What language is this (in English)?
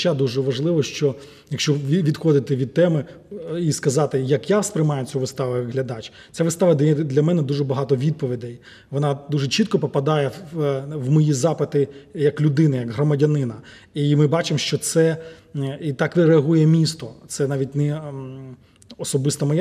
Ukrainian